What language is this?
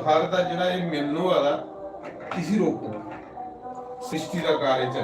Dogri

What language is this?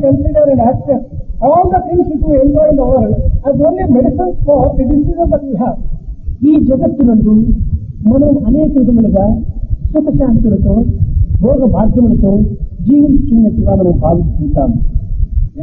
Telugu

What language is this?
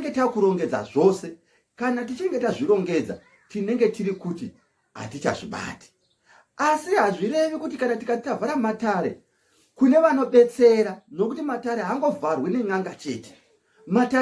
Shona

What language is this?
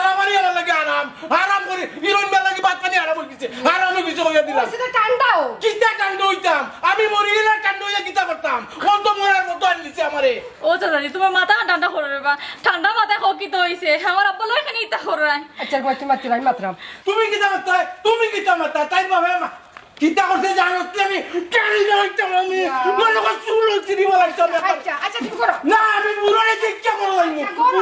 Sylheti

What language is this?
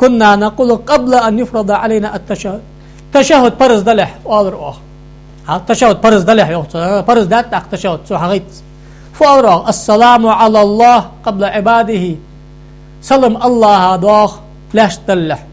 Ingush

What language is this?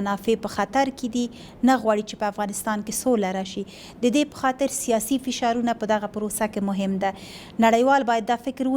Pashto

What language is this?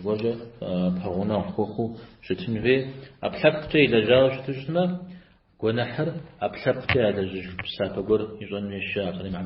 Kabardian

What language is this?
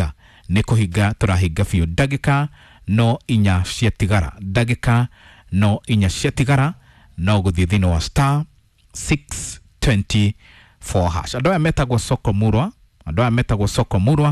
Kikuyu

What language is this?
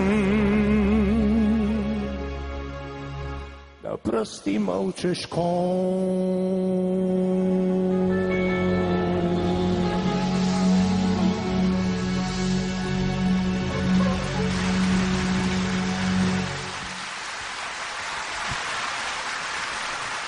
Bulgarian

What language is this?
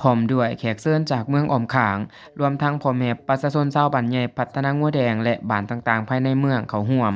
Lao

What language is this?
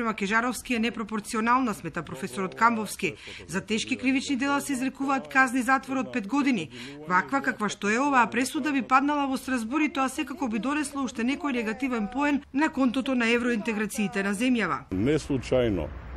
Macedonian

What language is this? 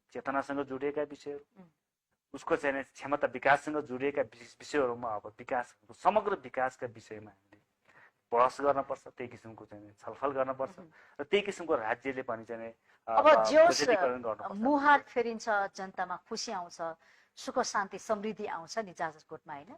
Nepali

